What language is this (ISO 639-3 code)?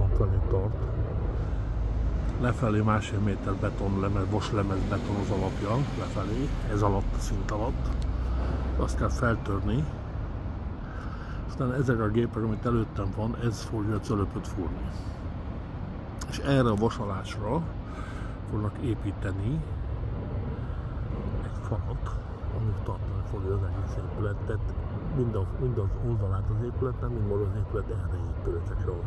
hun